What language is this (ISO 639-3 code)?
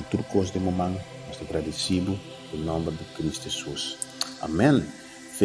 pap